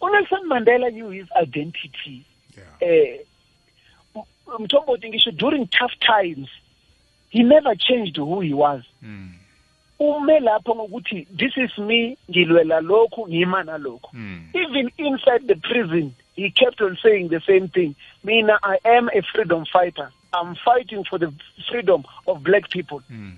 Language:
South Ndebele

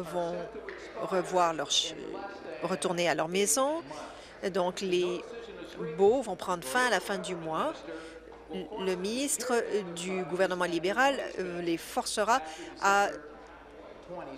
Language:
French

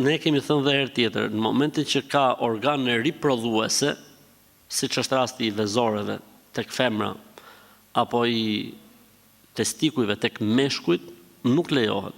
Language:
Albanian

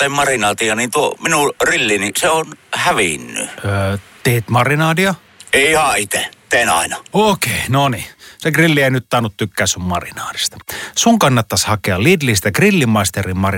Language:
Finnish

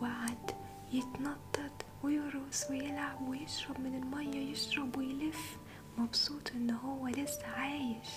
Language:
Egyptian Arabic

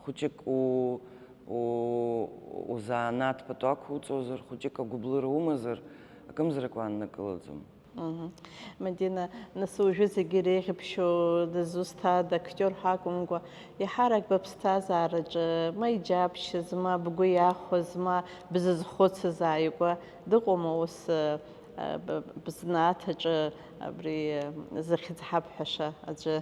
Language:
Abkhazian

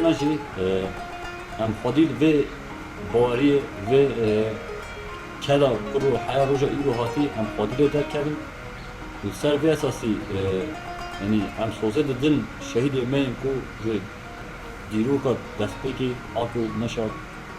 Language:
Kurdish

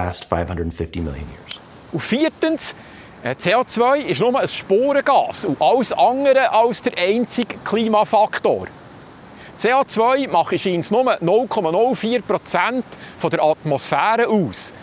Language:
Swiss German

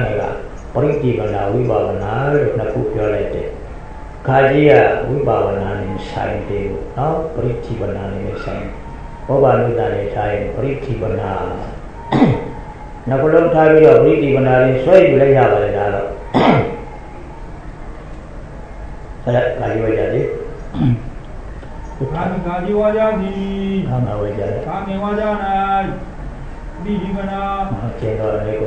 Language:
Burmese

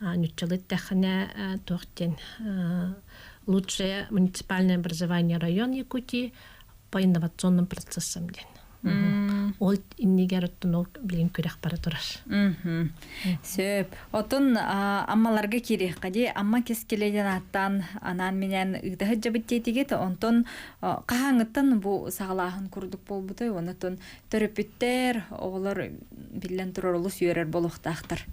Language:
Yakut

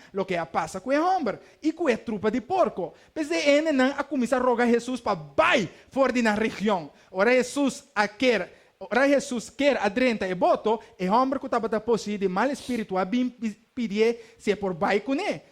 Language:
Papiamento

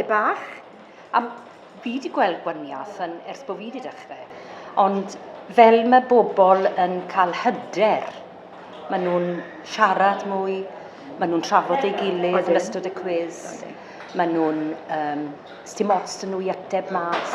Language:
Welsh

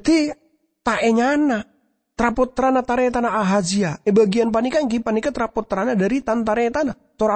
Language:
Madurese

